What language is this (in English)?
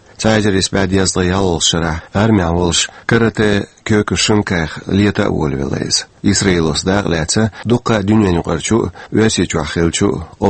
Chechen